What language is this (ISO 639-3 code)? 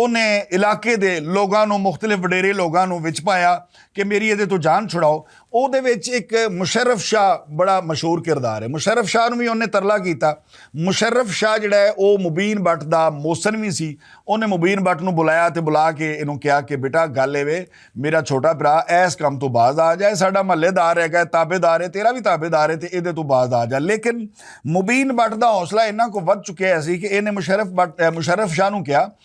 lah